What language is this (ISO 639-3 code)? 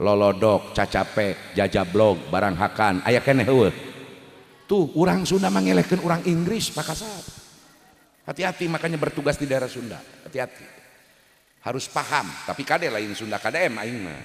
sun